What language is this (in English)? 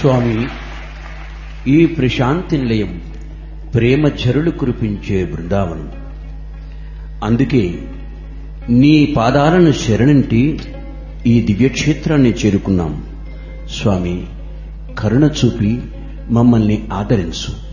Telugu